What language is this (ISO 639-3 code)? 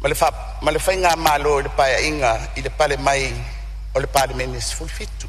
smo